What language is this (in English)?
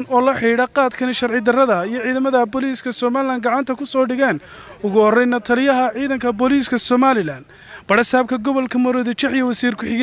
Somali